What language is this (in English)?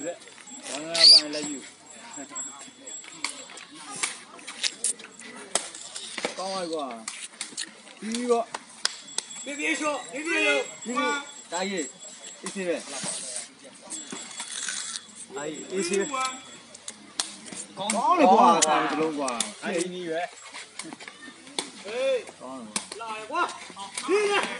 Burmese